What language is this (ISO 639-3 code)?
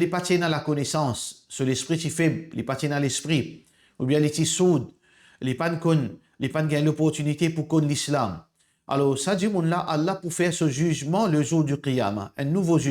mfe